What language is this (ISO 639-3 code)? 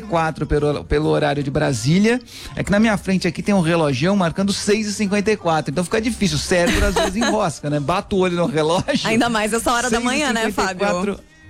por